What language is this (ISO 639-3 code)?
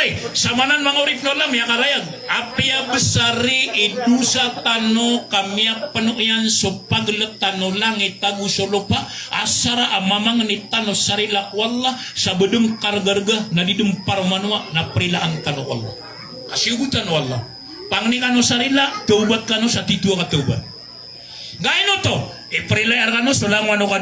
mrw